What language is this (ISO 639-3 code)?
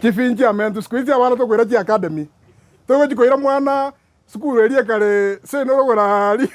guz